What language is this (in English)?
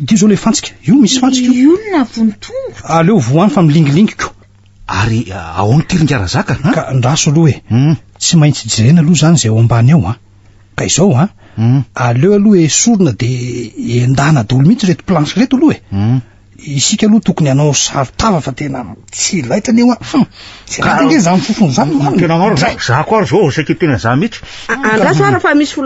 Malagasy